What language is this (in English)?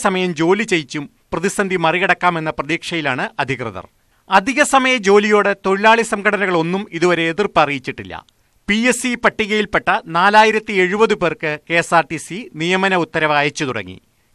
Malayalam